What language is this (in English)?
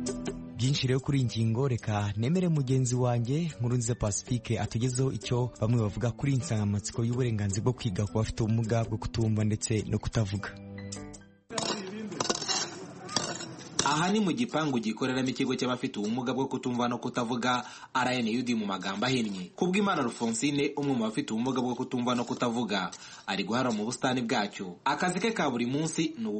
Kinyarwanda